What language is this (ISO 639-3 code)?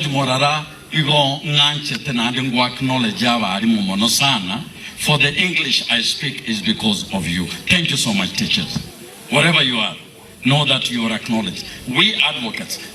guz